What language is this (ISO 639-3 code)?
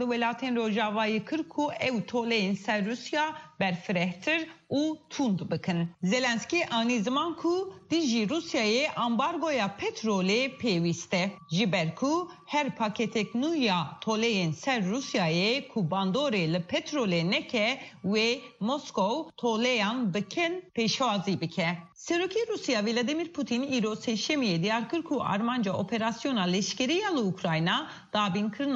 kur